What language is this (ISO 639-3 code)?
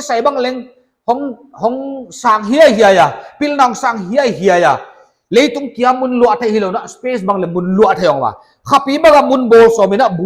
pck